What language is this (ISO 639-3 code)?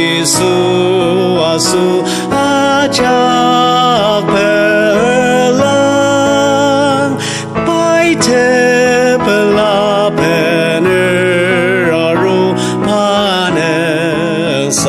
njo